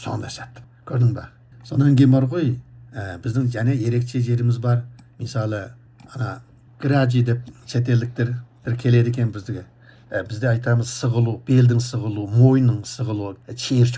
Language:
Kazakh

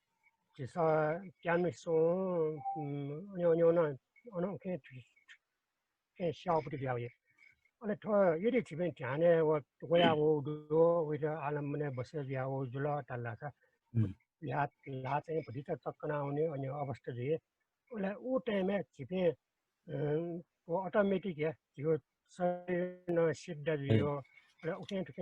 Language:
Newari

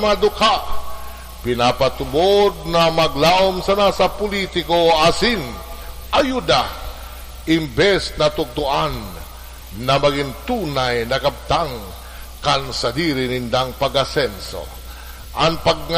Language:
Bikol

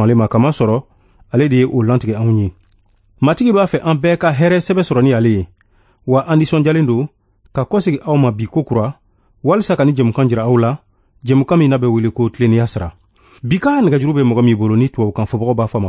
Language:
Bambara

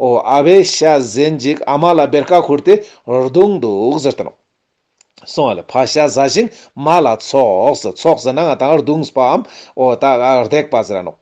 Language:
Ladakhi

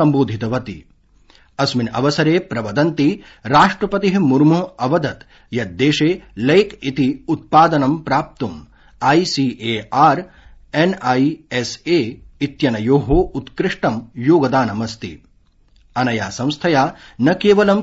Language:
Sanskrit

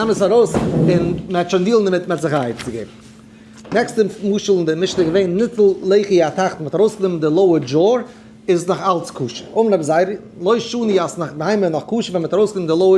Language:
Yiddish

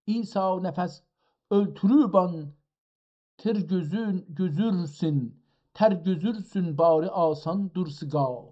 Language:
South Azerbaijani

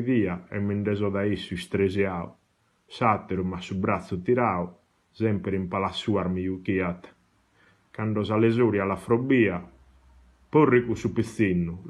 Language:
Sardinian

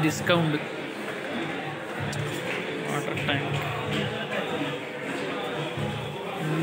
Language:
Malayalam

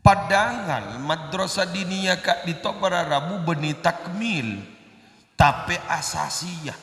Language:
Madurese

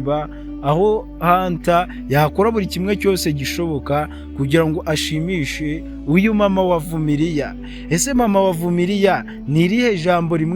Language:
Kinyarwanda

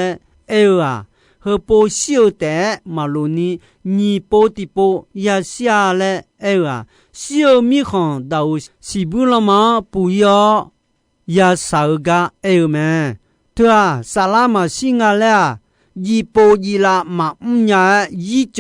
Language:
Akha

